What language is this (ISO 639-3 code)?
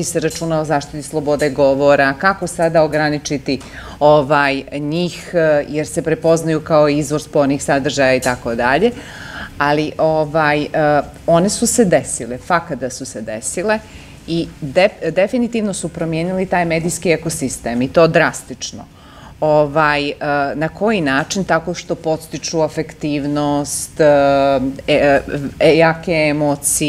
bos